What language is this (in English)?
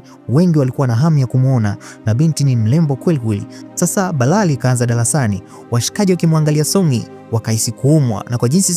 Swahili